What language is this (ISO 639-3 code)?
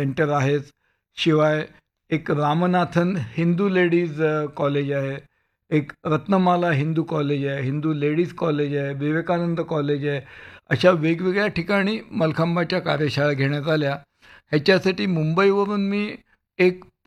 mar